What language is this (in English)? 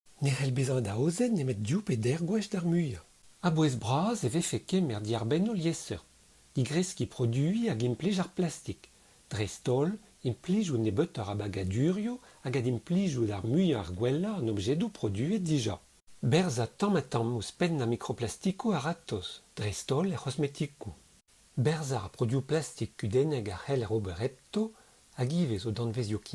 Breton